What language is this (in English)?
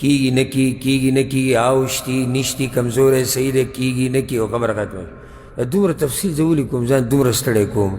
Pashto